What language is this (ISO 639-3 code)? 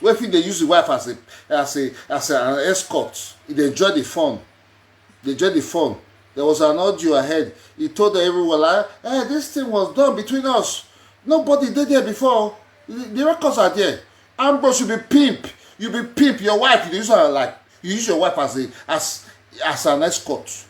pcm